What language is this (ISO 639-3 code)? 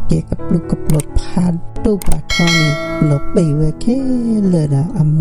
ksw